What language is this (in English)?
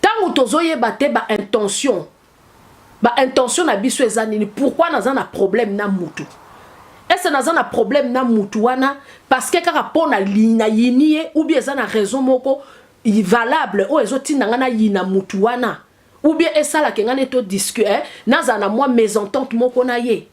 Lingala